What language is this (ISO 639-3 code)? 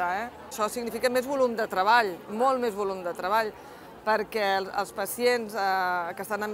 cat